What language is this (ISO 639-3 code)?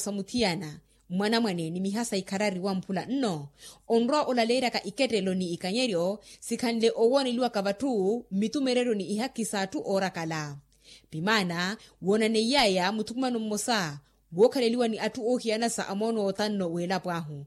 vmw